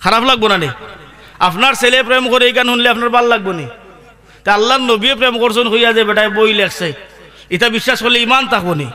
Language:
Sylheti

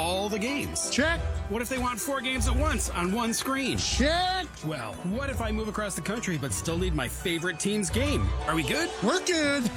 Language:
English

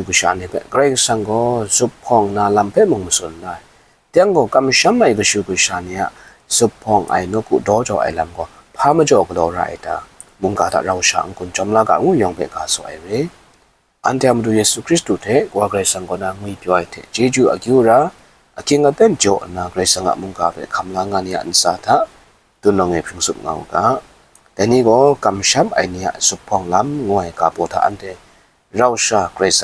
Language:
Kachin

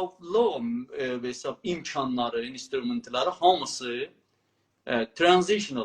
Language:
South Azerbaijani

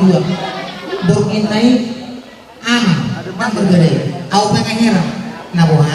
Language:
Batak Toba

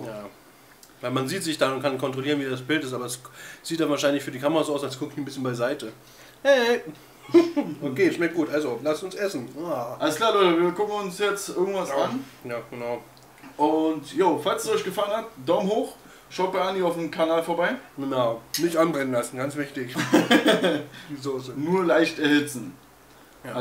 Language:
German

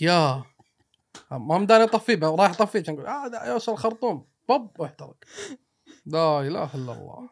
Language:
Gulf Arabic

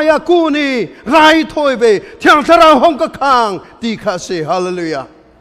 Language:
Hakha Chin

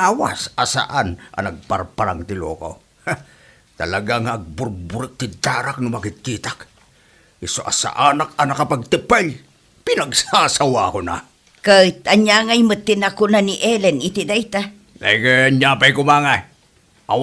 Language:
Iloko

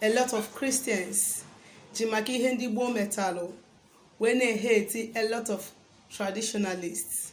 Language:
Igbo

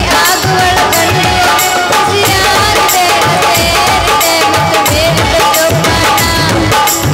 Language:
Kannada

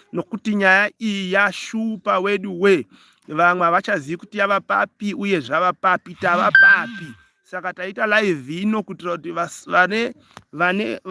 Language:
Shona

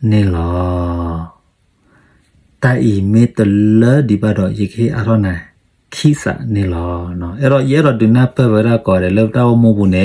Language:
S'gaw Karen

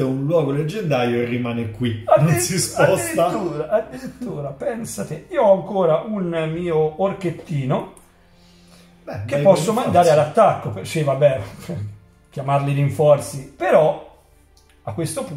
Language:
Italian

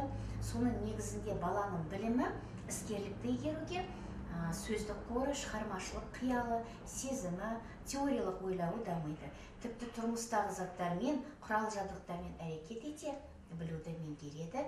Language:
Kazakh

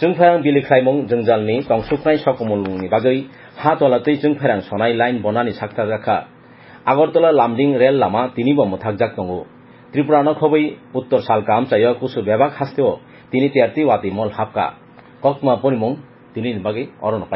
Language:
Kok Borok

